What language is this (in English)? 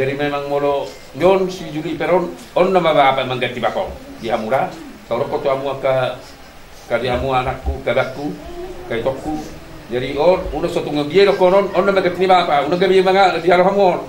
Batak Toba